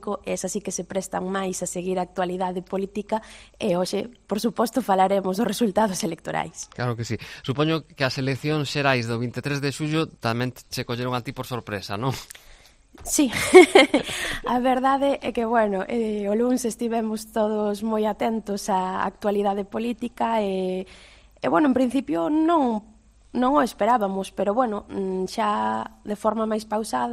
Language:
Galician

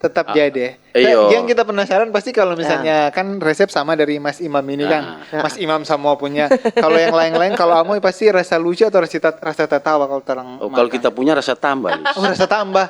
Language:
Manado Malay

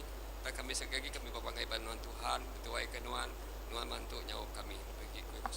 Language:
Iban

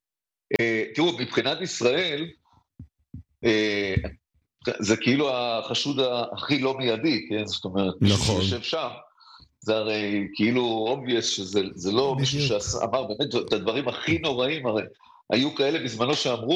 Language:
Hebrew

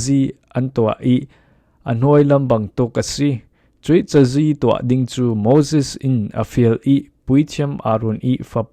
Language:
Falam Chin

